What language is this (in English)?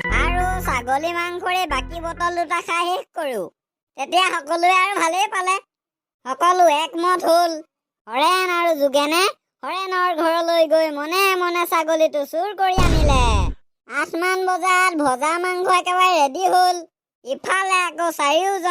Assamese